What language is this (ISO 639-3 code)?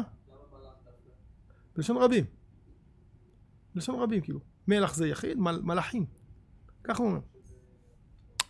heb